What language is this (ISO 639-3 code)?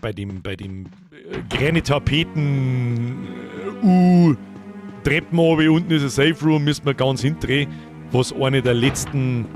bar